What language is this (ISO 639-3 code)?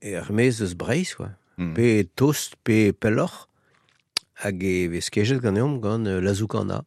bre